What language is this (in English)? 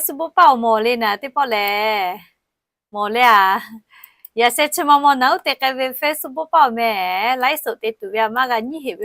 Lahu